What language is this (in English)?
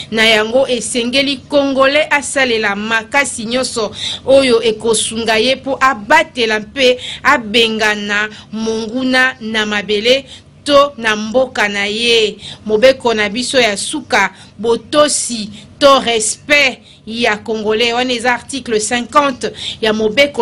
Lingala